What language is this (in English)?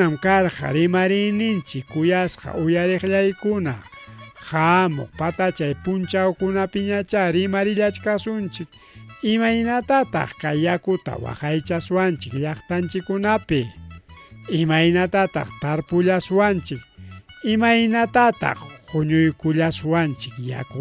Ayacucho Quechua